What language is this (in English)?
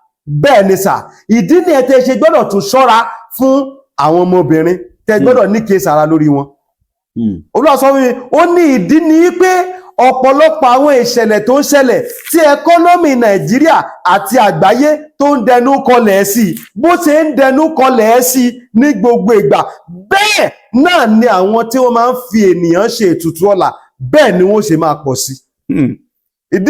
Yoruba